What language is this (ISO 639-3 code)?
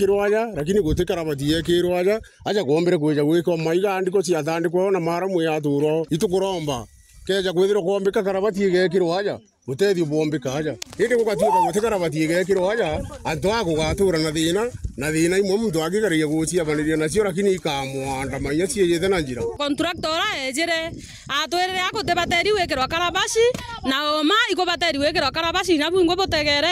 mer